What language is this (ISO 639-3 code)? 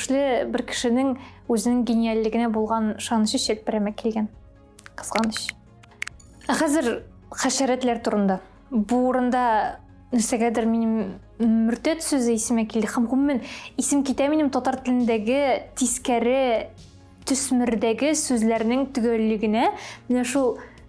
tat